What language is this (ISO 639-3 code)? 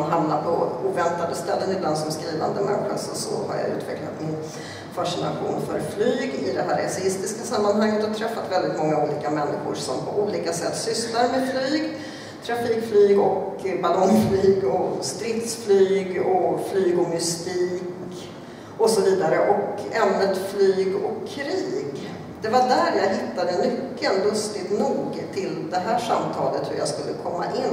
swe